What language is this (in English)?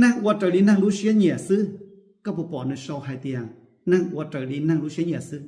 Hmong